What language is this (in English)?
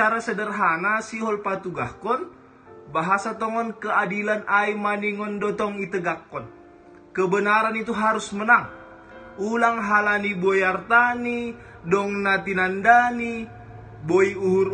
Batak Simalungun